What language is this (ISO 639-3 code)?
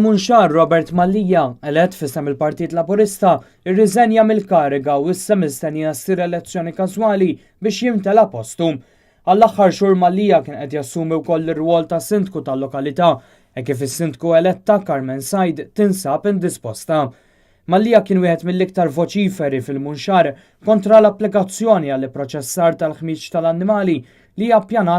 mlt